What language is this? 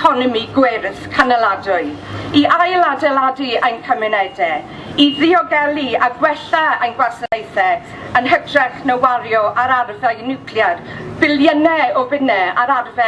Welsh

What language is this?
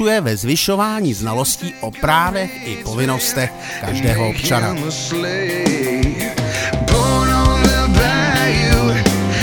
Czech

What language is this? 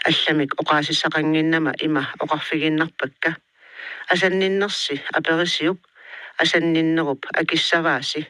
Kalaallisut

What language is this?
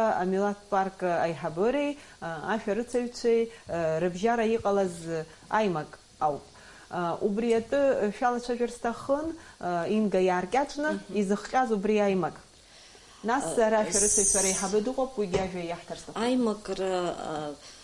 Abkhazian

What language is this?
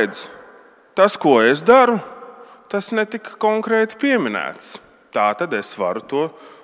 Latvian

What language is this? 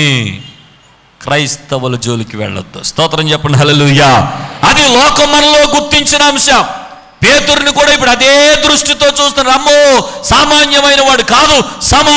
Telugu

